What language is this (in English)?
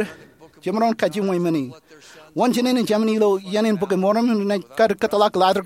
Marshallese